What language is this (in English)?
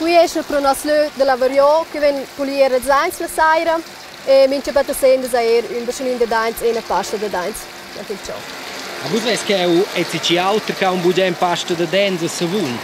Romansh